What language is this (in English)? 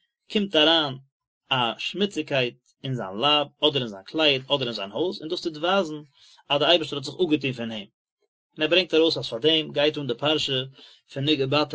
Yiddish